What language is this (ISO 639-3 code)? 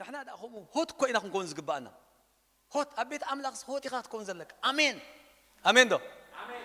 tir